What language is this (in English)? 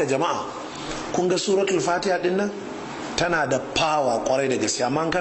Hausa